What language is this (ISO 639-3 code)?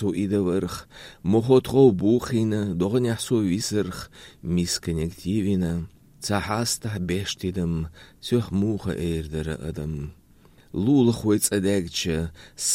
che